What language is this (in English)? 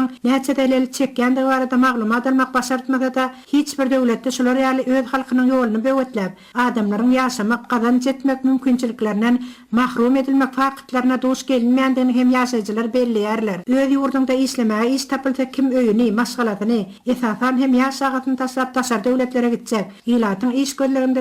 Turkmen